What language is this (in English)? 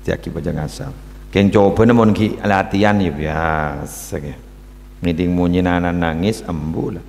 Madurese